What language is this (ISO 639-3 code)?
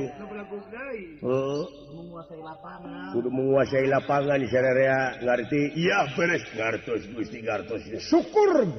sun